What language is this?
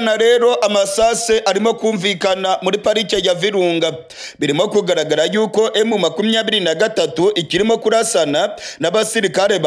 Kinyarwanda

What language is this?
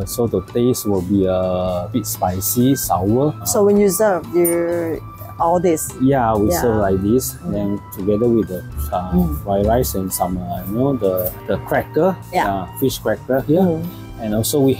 Thai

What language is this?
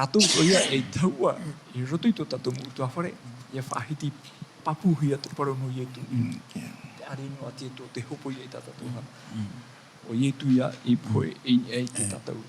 Tahitian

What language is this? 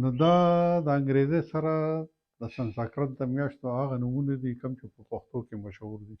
Pashto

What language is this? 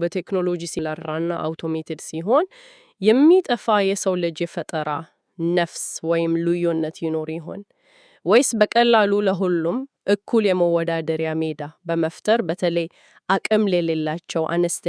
Amharic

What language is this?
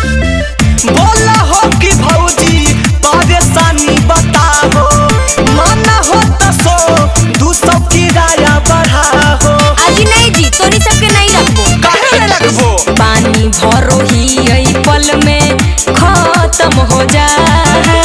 Magahi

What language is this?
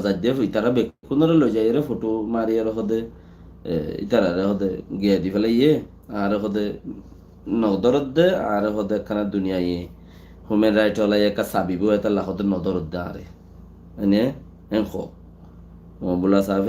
Rohingya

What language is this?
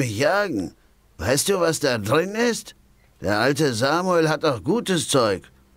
Bavarian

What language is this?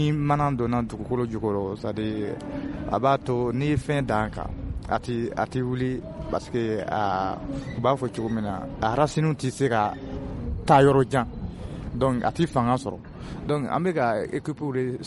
Bambara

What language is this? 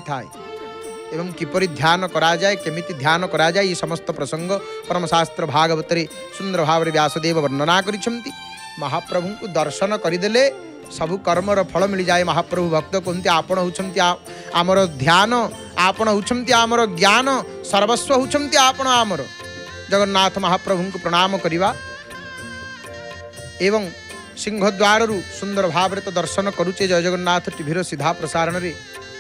Odia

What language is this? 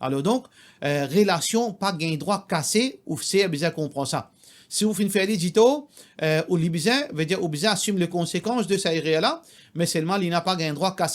Morisyen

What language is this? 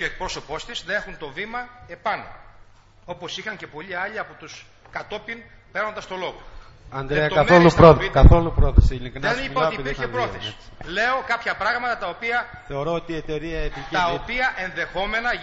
Greek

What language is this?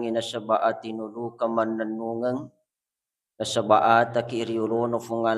Buginese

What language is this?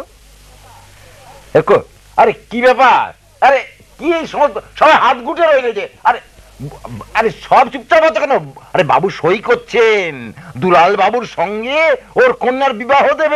Bangla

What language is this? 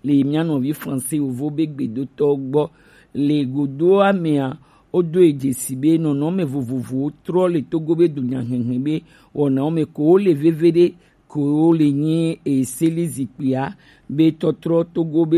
Gen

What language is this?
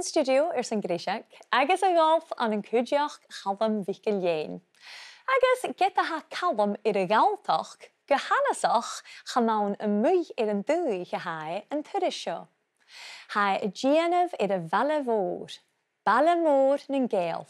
Scottish Gaelic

